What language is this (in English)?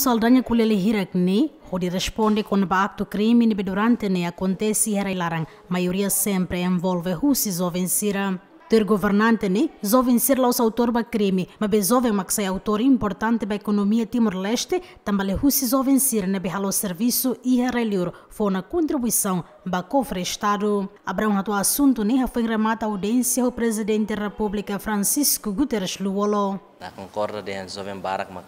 Tetum